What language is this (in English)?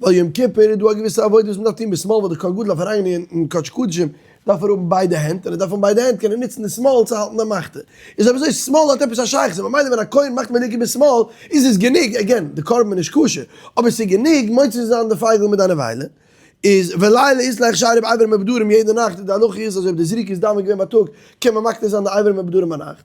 Yiddish